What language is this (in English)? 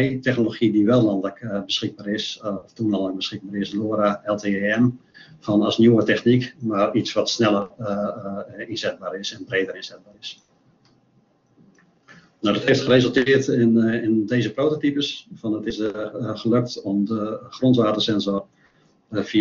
Dutch